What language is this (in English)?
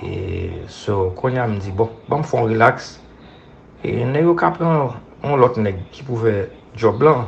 Haitian Creole